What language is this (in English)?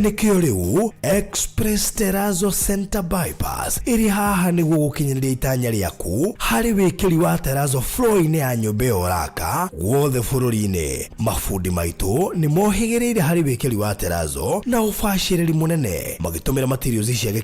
Kikuyu